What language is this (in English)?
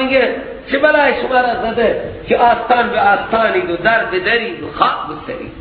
Persian